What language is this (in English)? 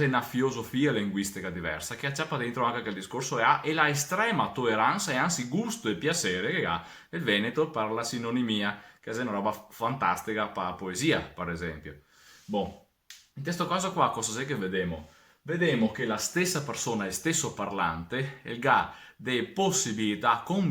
Venetian